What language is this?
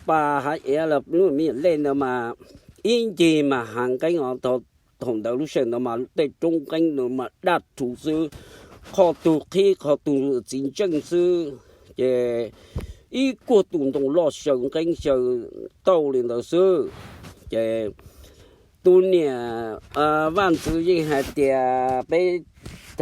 Hmong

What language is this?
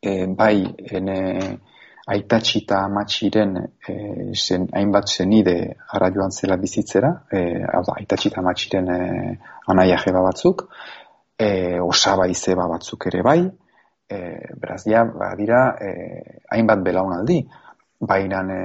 Basque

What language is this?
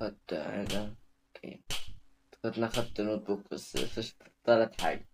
Egyptian Arabic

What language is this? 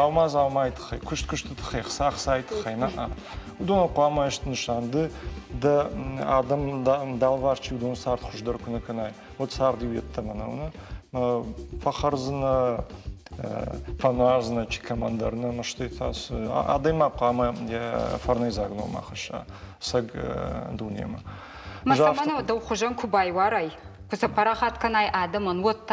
Ossetic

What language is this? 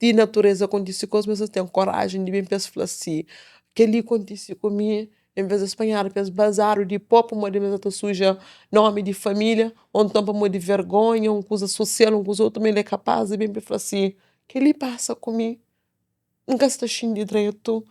Kabuverdianu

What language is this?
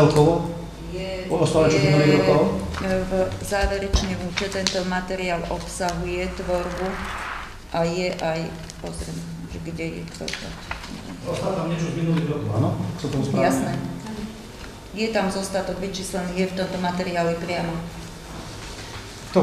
Slovak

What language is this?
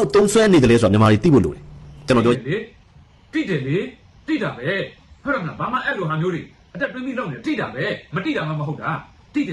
Burmese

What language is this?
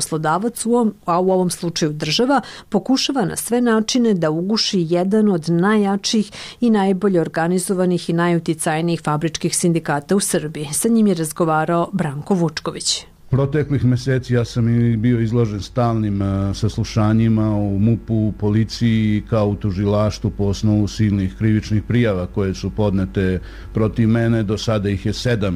Serbian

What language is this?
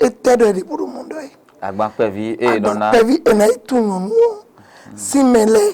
Fon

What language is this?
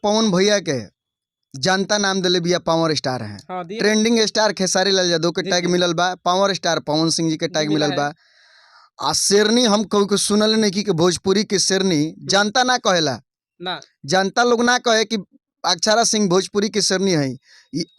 Bhojpuri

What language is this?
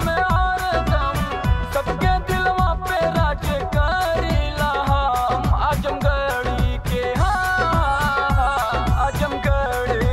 Bhojpuri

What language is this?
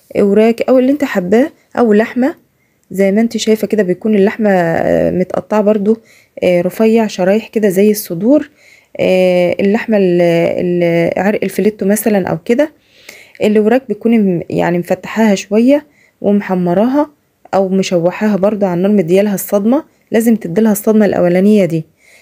Egyptian Arabic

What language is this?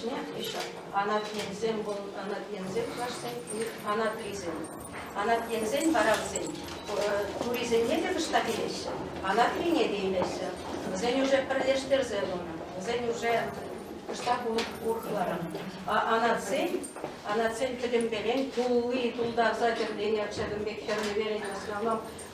Chuvash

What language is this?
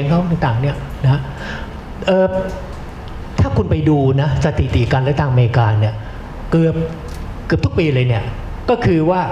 Thai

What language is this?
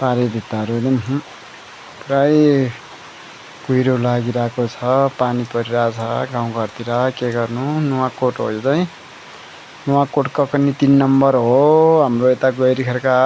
Nepali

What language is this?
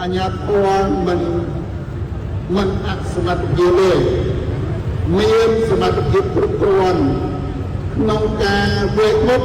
Khmer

